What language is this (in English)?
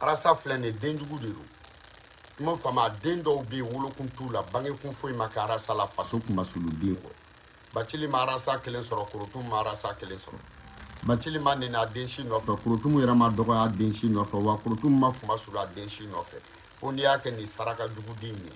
Bambara